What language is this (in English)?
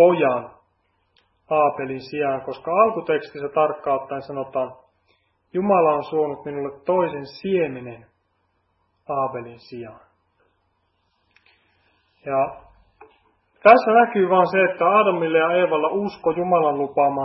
Finnish